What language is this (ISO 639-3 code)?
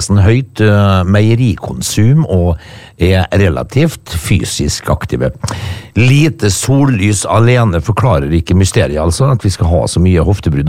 nor